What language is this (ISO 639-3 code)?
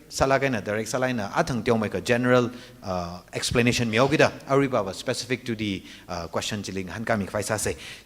nmf